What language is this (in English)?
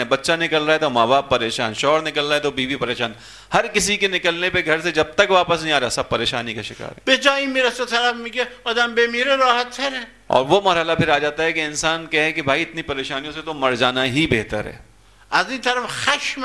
Urdu